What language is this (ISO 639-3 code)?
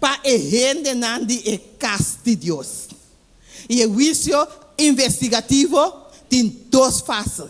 pap